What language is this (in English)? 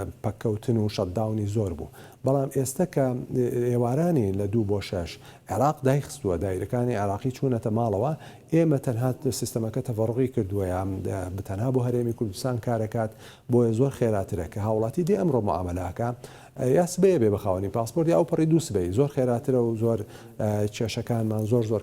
Central Kurdish